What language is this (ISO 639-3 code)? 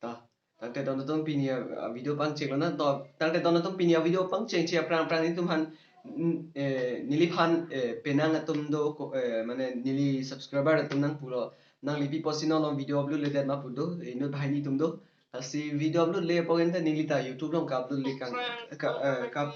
mjw